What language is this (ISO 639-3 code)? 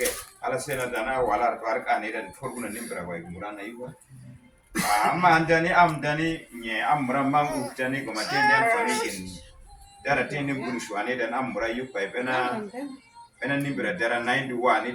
udu